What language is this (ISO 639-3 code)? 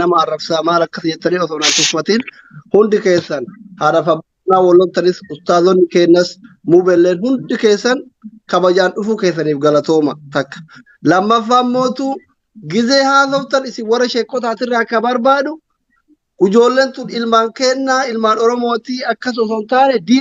orm